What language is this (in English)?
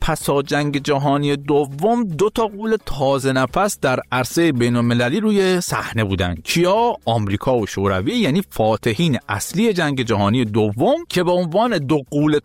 Persian